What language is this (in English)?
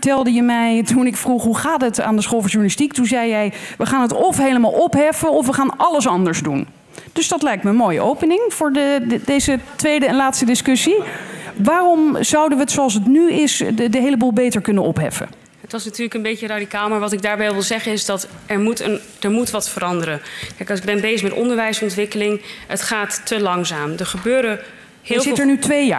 Dutch